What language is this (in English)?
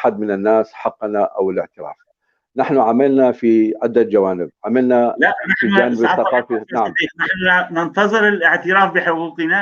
North Levantine Arabic